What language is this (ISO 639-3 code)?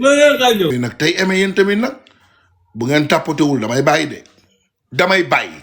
wol